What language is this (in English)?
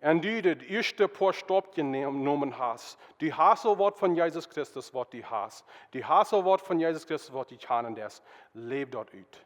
Plautdietsch